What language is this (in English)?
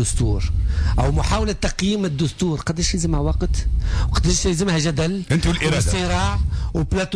Tunisian Arabic